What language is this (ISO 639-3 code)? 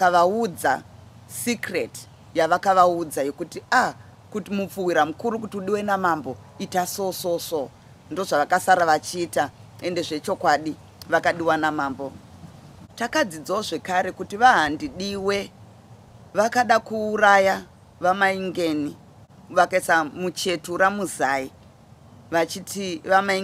sna